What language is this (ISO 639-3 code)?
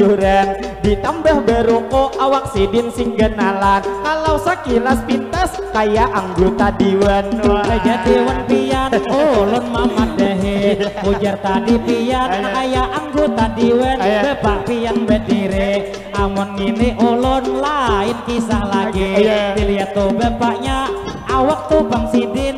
bjn